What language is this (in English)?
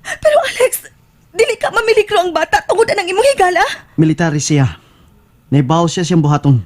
Cebuano